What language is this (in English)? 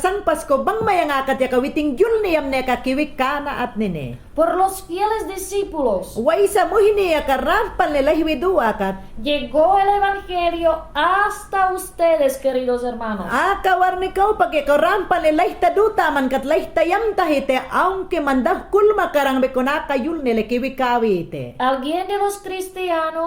Mayangna